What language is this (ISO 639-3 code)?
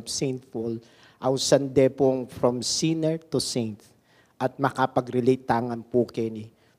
pam